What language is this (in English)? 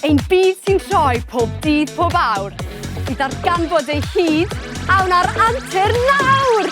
Welsh